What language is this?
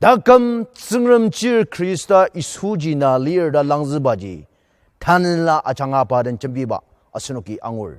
Ao Naga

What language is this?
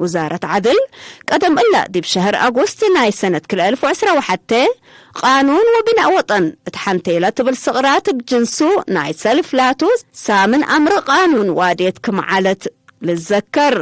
Tigre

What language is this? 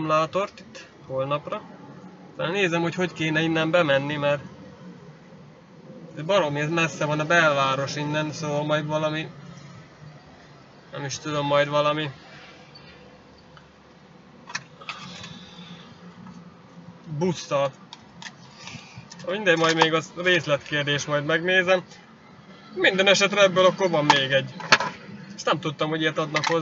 Hungarian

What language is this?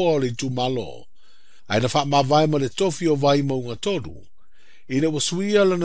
Samoan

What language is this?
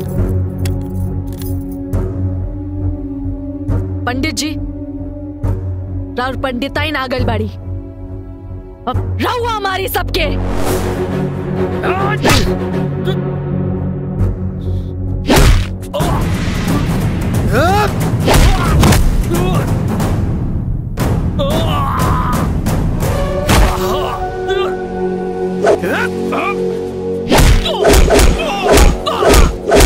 Bhojpuri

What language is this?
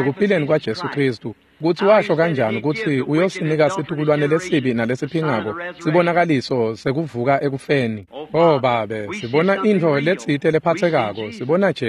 Swati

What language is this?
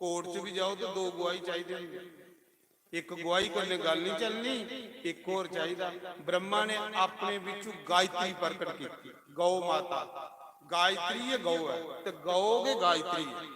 Dogri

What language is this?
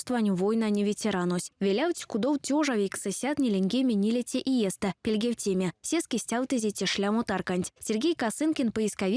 Erzya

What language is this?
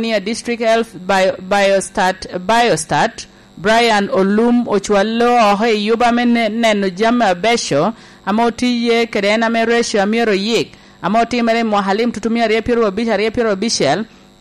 Lango (Uganda)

